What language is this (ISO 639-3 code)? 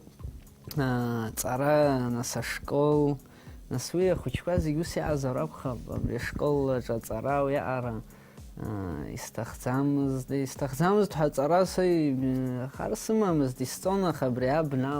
abk